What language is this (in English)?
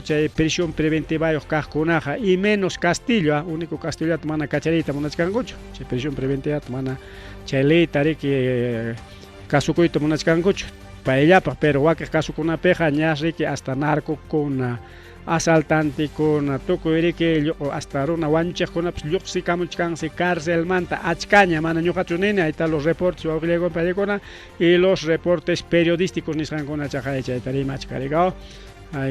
Ayacucho Quechua